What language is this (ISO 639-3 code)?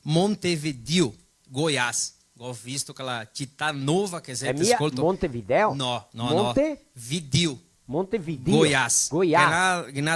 vec